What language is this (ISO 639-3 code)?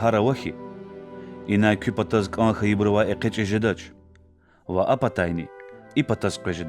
lez